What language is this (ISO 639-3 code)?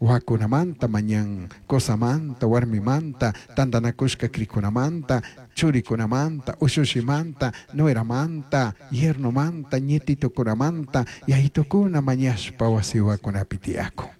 qug